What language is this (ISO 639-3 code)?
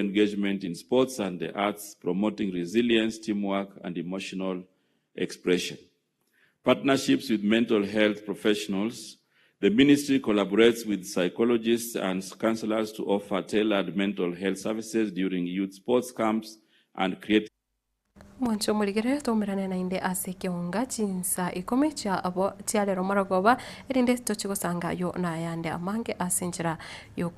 guz